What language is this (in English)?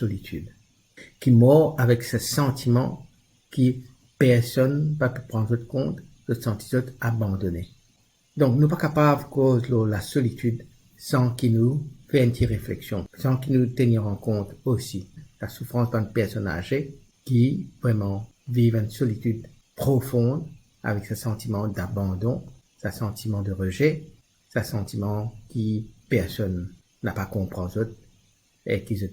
Morisyen